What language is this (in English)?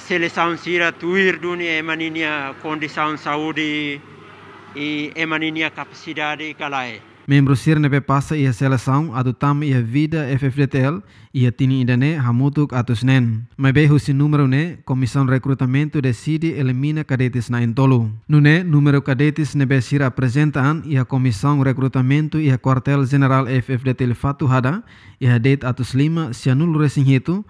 Tetum